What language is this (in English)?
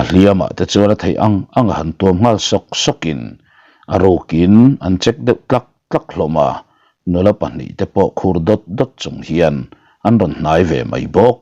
Mizo